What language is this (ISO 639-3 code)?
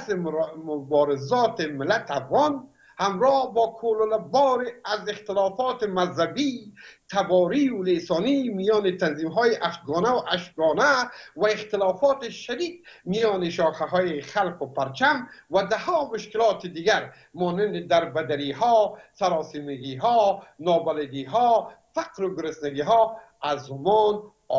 fas